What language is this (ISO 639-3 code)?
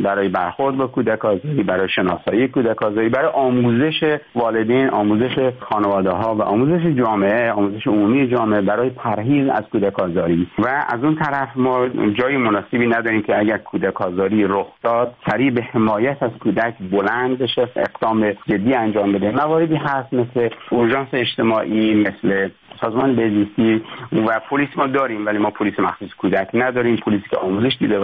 fas